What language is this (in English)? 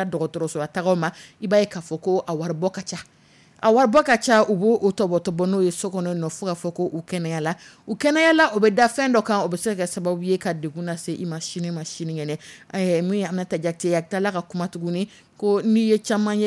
Dyula